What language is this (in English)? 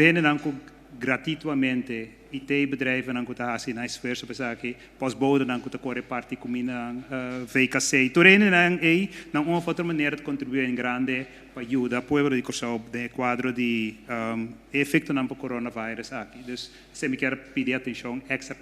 Papiamento